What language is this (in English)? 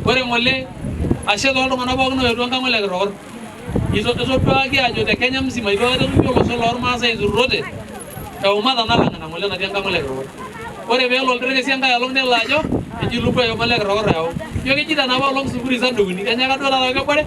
Masai